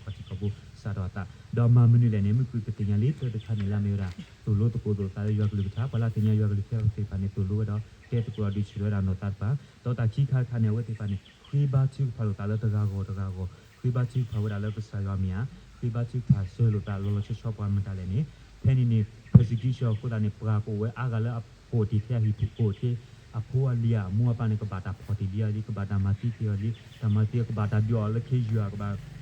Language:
S'gaw Karen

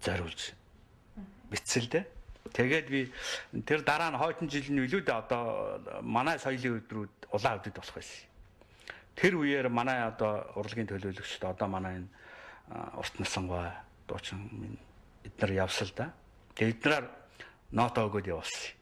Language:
Mongolian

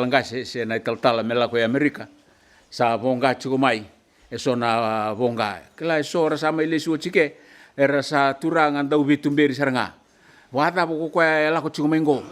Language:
Fijian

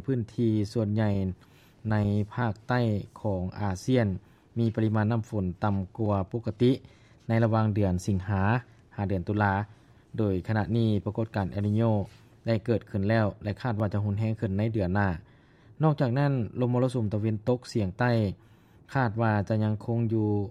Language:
Lao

